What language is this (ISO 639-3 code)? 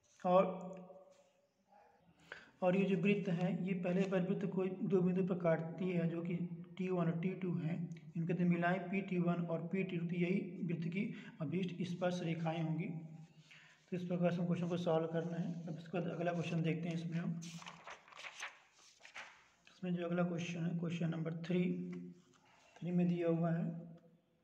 hin